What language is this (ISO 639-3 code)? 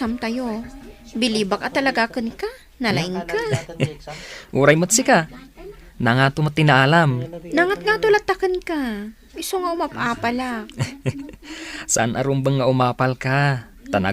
ilo